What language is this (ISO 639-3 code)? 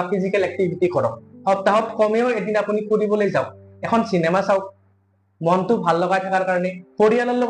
asm